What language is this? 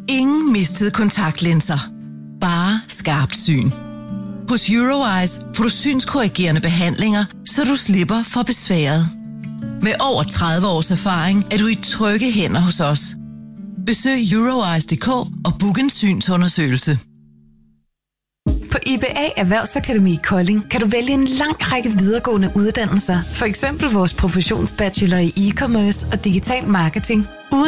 Danish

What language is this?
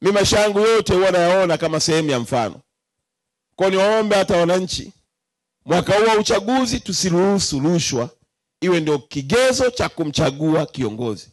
Swahili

